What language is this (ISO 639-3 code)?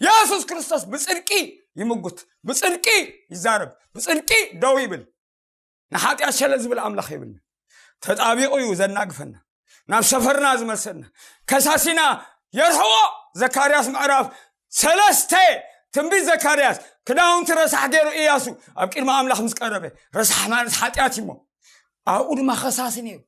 tir